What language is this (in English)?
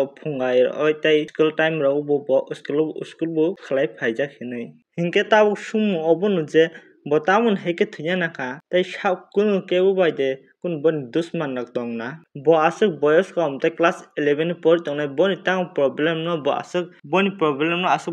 Kok Borok